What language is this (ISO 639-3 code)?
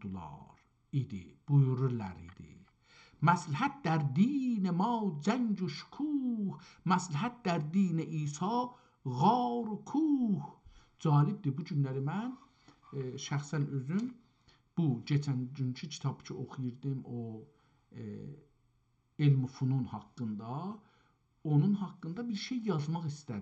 azb